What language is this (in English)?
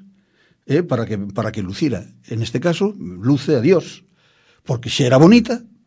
Galician